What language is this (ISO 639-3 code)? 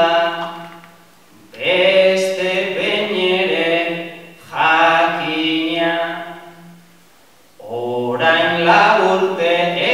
eus